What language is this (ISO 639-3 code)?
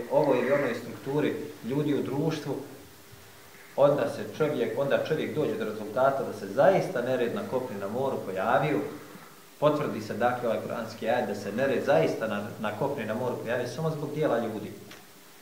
bos